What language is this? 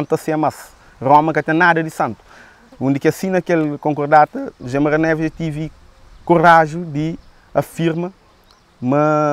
Kabuverdianu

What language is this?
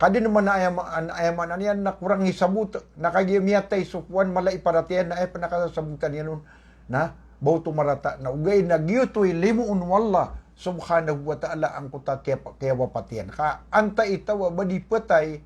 Maranao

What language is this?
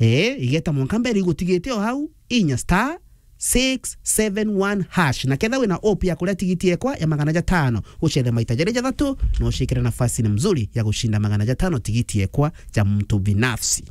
Meru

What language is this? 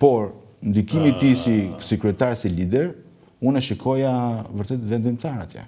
Albanian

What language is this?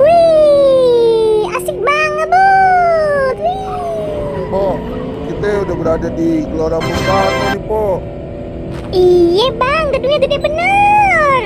Betawi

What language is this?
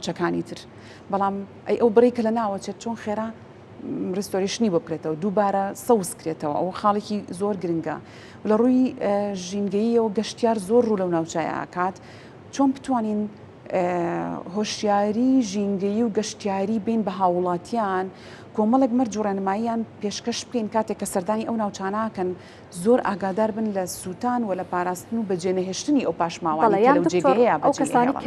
Central Kurdish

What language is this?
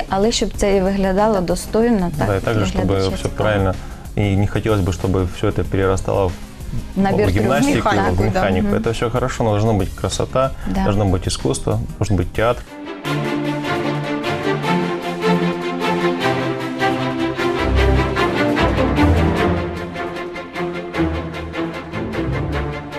Ukrainian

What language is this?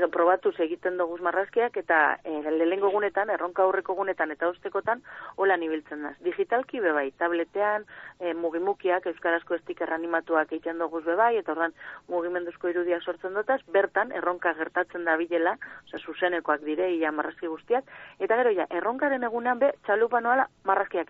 Basque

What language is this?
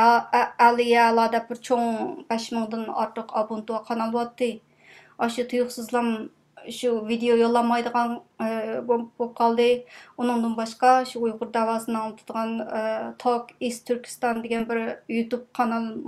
Uyghur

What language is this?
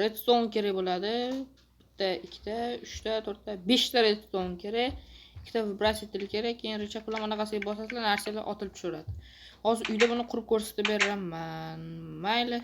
Uzbek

